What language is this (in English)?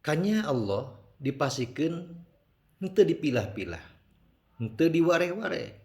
Sundanese